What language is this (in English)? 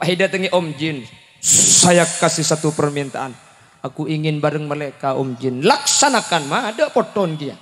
Madurese